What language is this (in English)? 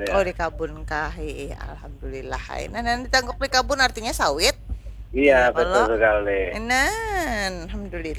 Banjar